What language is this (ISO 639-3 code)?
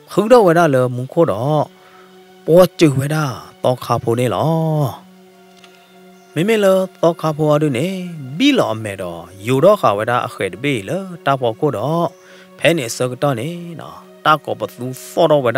ksw